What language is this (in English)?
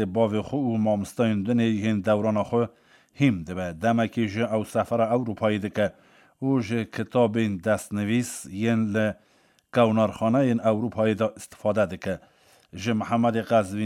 Kurdish